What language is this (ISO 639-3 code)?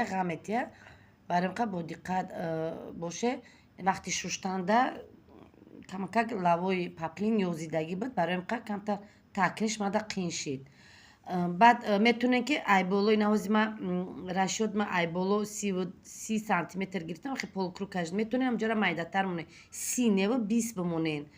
tgk